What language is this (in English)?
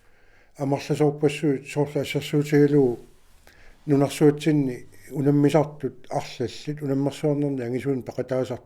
Kalaallisut